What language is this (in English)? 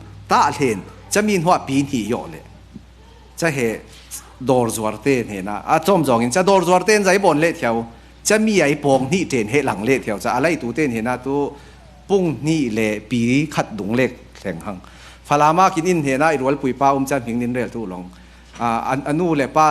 Falam Chin